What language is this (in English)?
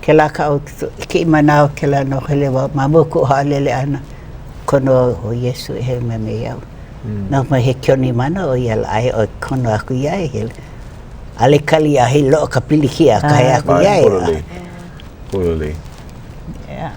Hawaiian